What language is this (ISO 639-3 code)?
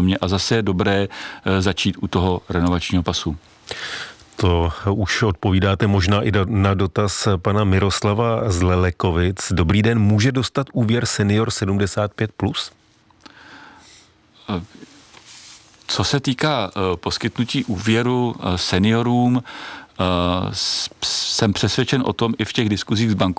ces